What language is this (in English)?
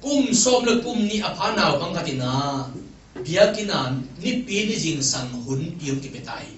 Tedim Chin